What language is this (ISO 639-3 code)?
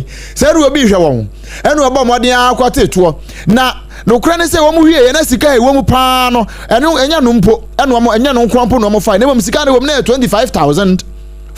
aka